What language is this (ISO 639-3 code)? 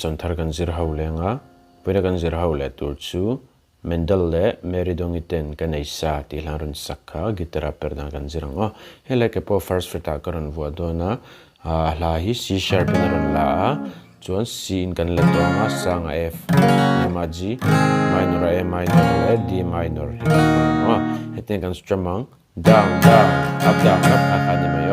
lus